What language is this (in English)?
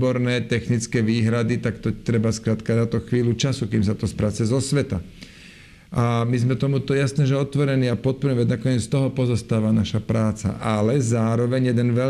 Slovak